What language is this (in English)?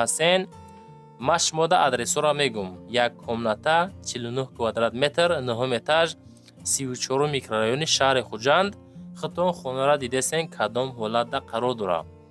Tajik